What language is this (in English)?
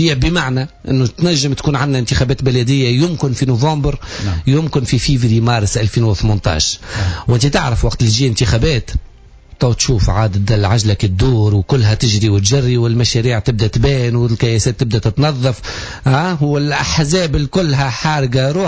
Tunisian Arabic